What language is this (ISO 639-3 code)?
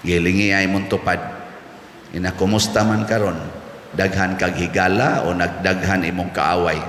ceb